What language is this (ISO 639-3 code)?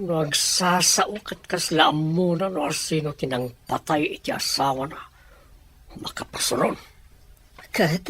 ilo